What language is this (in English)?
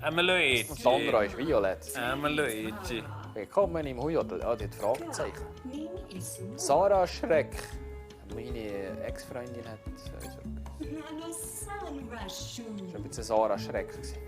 Swiss German